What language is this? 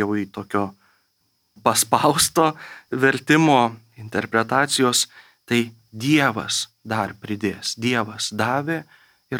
Lithuanian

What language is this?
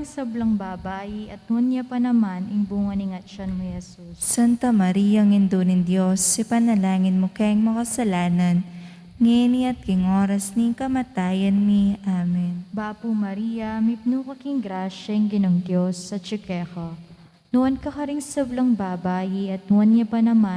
Pampanga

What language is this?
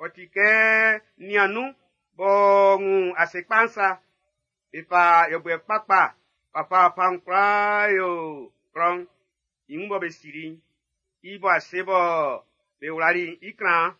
Baoulé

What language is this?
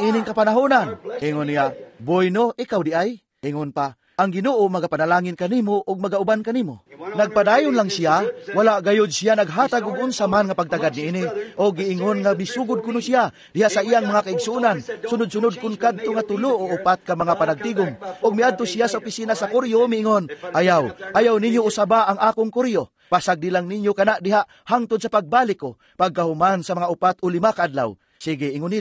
Cebuano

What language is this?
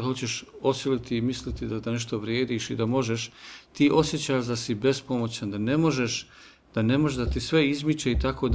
Bosnian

